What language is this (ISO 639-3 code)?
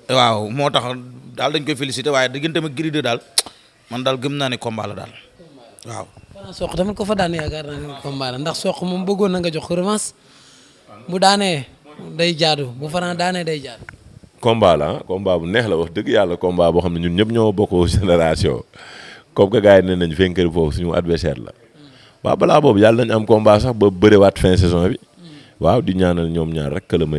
wol